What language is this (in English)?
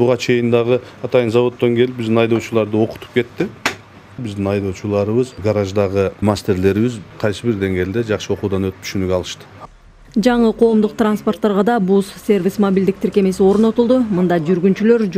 Kyrgyz